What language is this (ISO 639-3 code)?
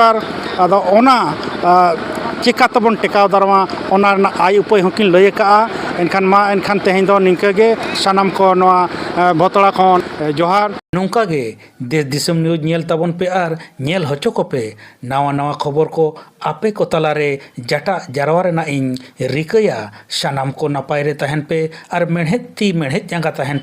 sat